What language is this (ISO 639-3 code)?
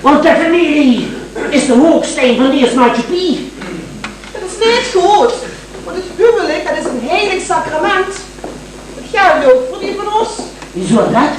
lim